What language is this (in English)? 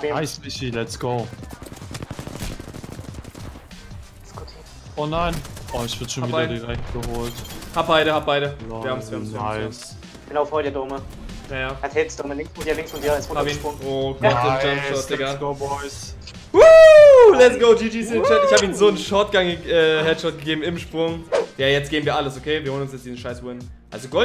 German